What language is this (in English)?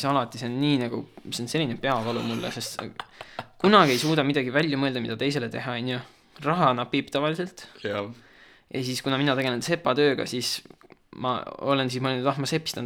Estonian